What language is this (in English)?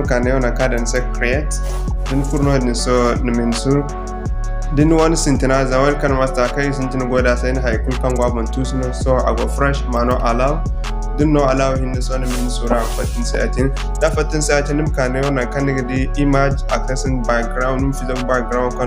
Zarma